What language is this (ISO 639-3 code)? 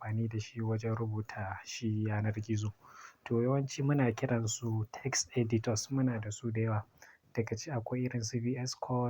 hau